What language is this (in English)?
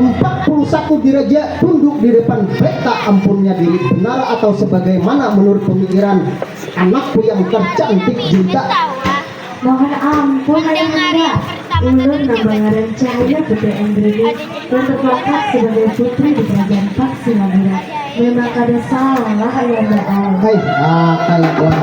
Banjar